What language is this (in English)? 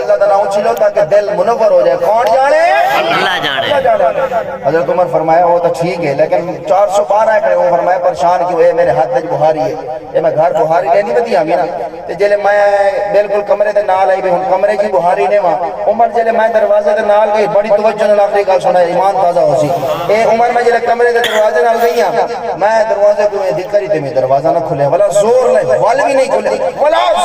Saraiki